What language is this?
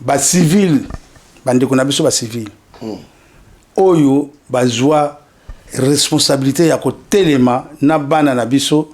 Lingala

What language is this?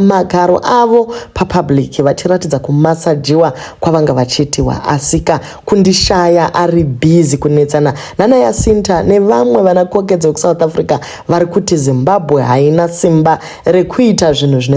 Shona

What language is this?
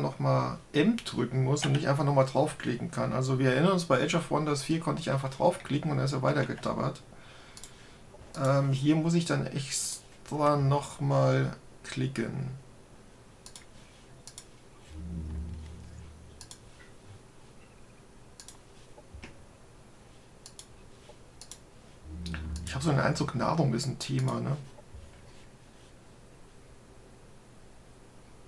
German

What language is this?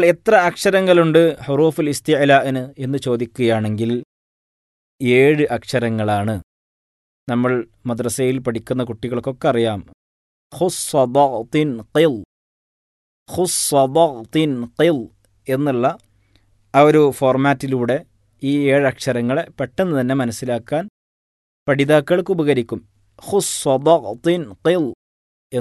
Malayalam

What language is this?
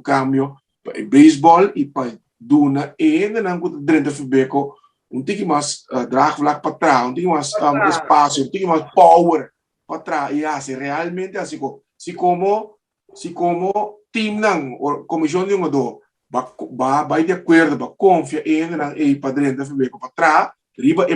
Papiamento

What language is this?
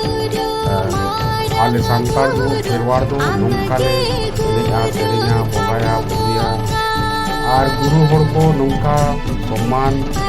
Santali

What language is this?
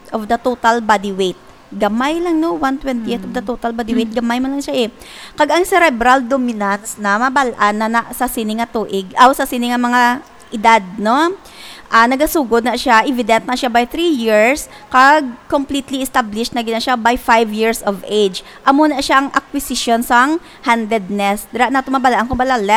Hiligaynon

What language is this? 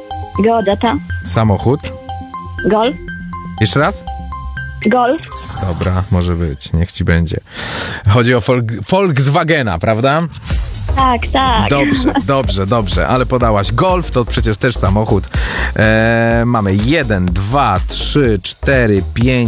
Polish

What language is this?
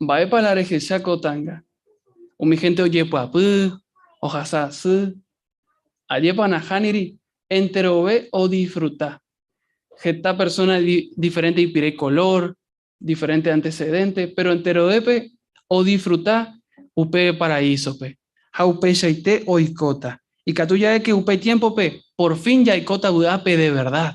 Guarani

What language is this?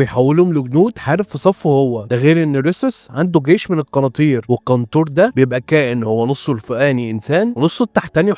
Egyptian Arabic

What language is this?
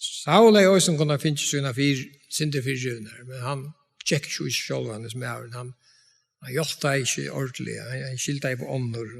Faroese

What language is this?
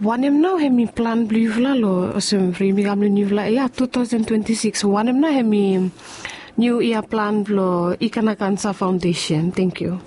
Bislama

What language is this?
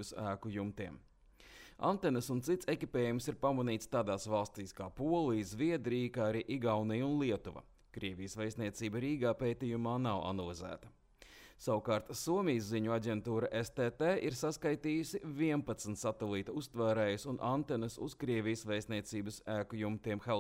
Latvian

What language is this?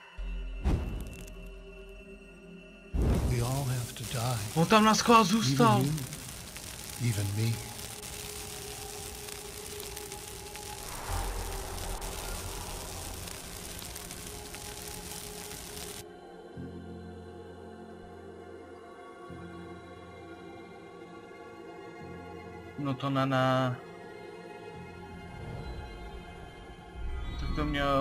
Czech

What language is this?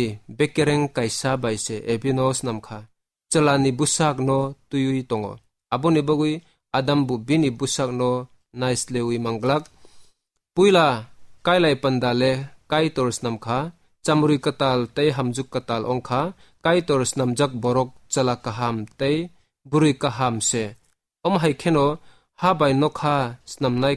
Kok Borok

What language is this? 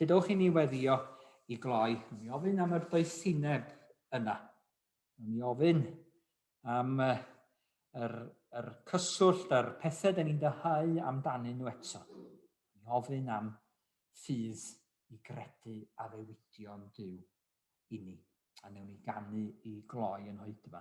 Welsh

